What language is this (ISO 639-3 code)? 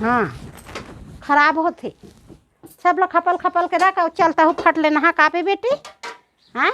hne